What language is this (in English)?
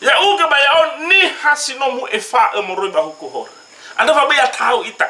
Nias